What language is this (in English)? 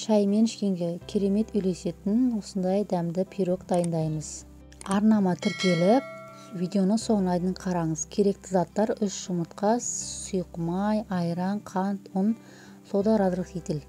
Kazakh